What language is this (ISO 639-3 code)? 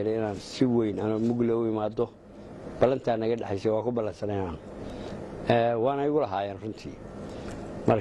som